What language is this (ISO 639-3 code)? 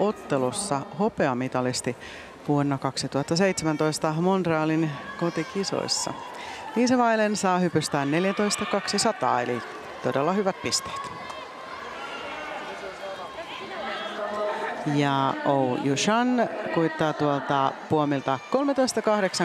fin